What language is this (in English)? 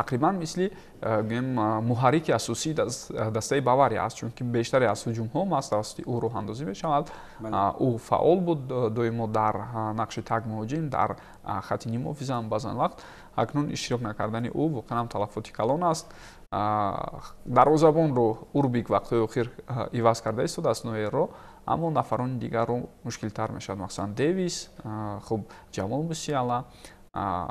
Tajik